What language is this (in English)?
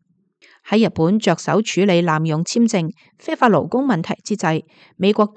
Cantonese